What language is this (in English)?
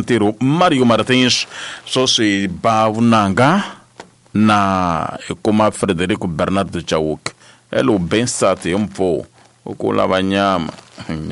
Tsonga